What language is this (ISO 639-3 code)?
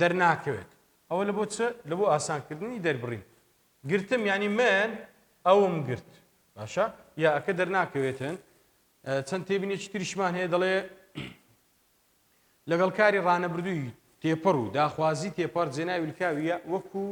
ckb